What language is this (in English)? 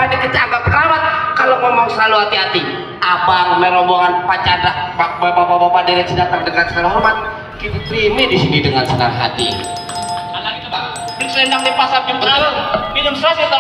Betawi